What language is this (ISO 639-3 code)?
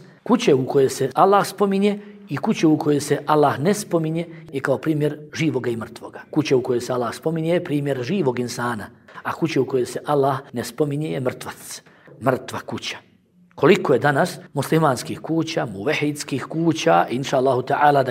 bos